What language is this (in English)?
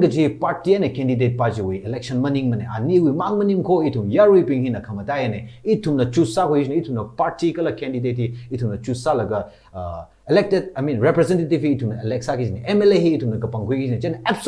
Tangkhul Naga (India)